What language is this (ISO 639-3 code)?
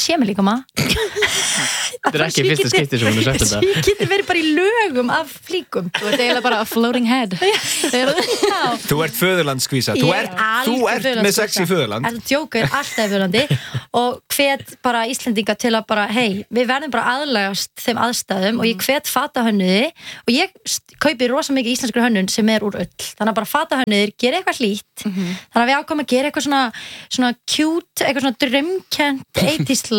isl